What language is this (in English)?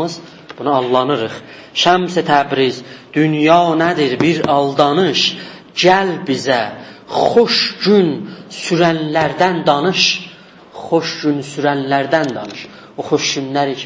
South Azerbaijani